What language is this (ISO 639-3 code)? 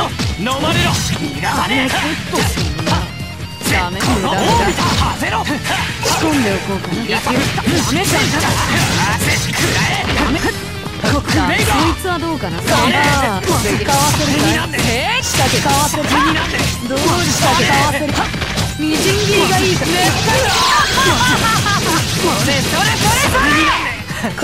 jpn